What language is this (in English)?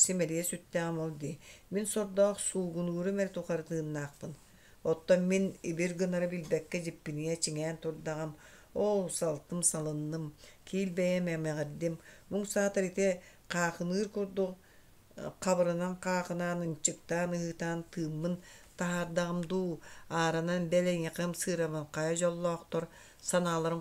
Yakut